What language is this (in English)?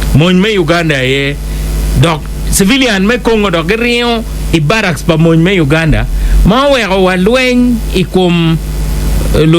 Acoli